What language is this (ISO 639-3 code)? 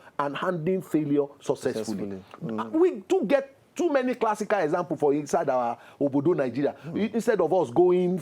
pcm